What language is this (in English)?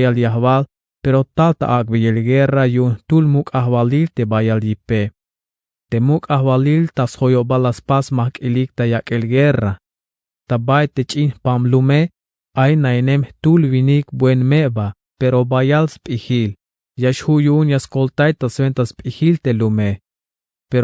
Tzeltal